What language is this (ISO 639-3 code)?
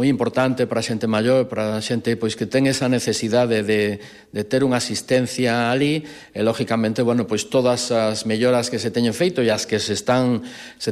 glg